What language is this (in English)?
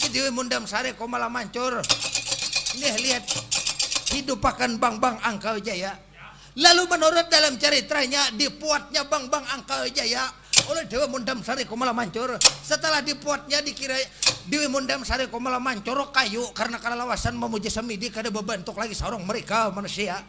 Banjar